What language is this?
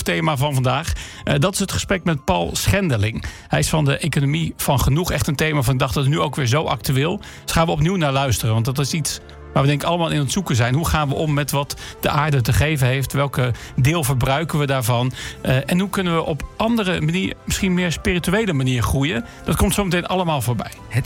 Dutch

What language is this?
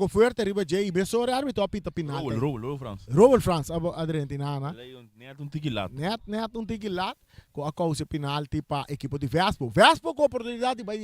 Papiamento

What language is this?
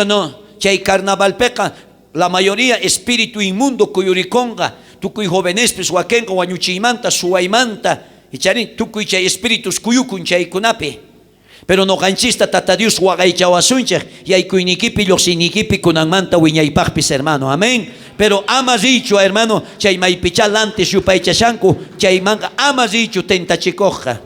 South Bolivian Quechua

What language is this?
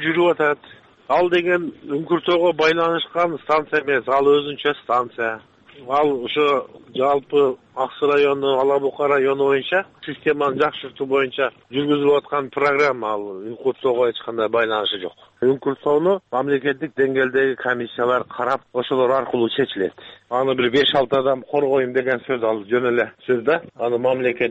Kyrgyz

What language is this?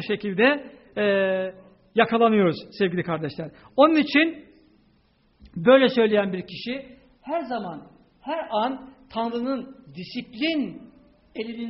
Turkish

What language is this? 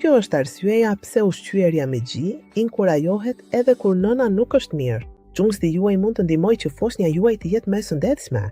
Albanian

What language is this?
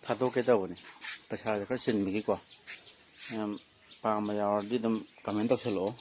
Manipuri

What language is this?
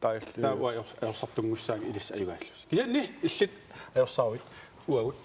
Kalaallisut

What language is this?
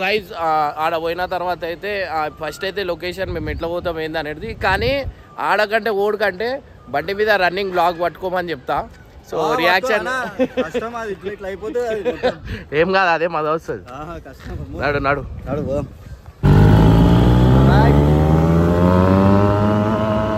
Telugu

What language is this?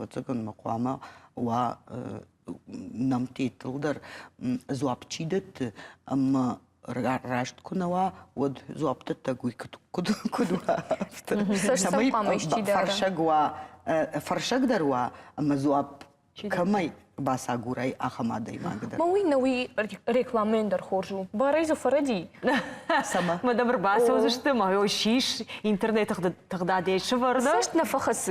Ossetic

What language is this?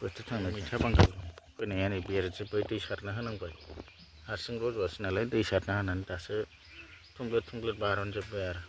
Bodo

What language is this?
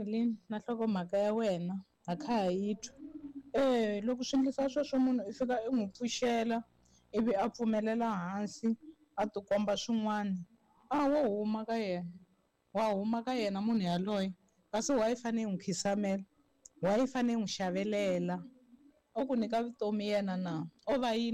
Tsonga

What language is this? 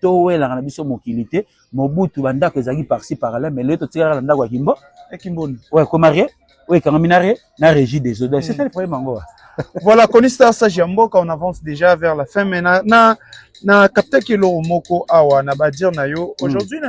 Lingala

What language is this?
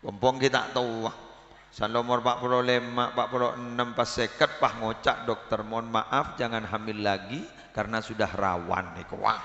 Madurese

